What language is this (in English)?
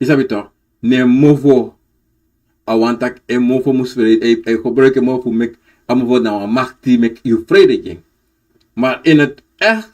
Sranan Tongo